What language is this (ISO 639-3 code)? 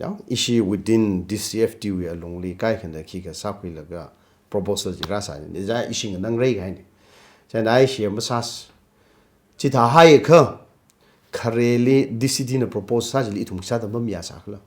nmf